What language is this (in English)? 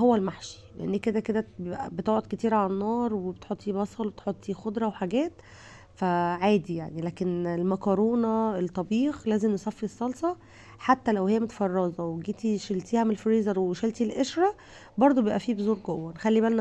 Egyptian Arabic